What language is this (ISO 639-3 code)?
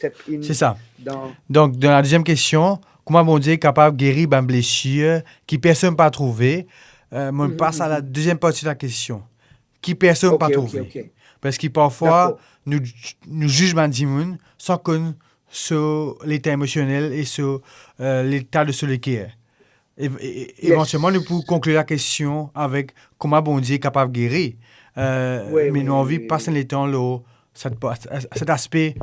mfe